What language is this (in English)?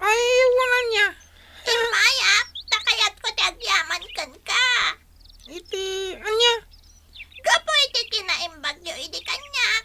Iloko